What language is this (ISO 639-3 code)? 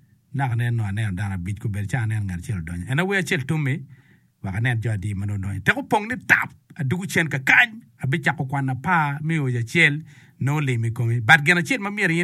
ach